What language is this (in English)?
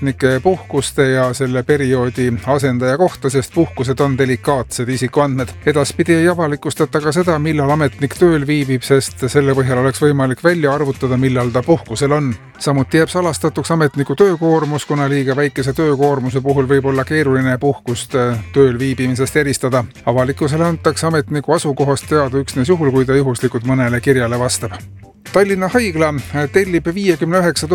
Estonian